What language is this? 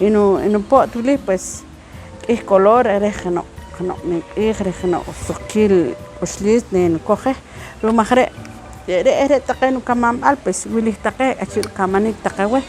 Poqomchi'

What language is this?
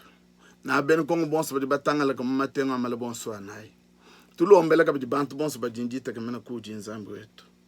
Luba-Lulua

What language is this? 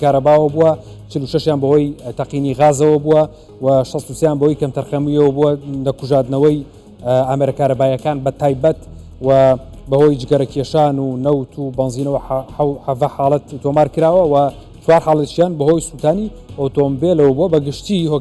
Central Kurdish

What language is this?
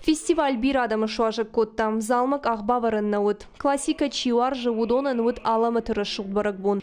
Ossetic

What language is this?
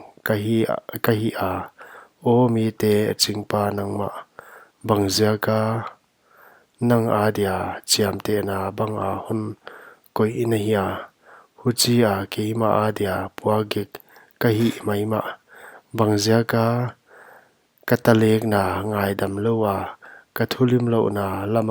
Paite Chin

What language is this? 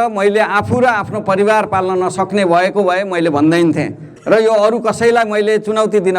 Nepali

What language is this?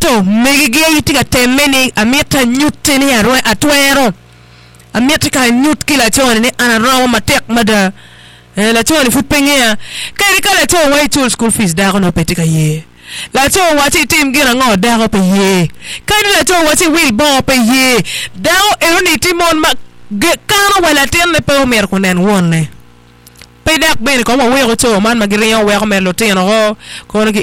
Acoli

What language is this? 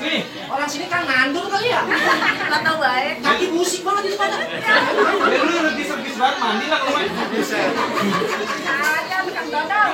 Betawi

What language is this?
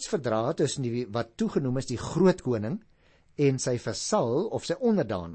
Afrikaans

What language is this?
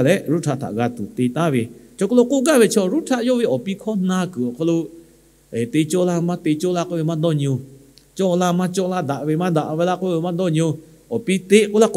Lahu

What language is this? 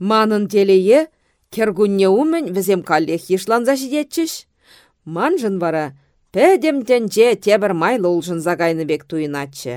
Chuvash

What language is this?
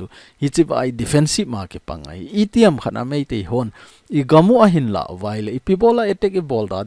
Thado Chin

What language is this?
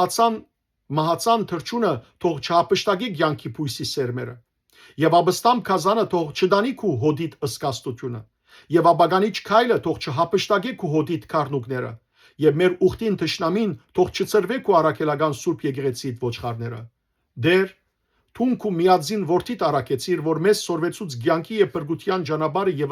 Western Armenian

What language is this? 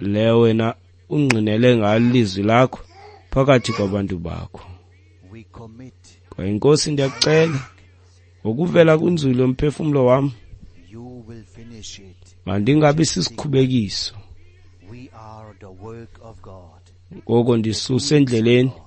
Xhosa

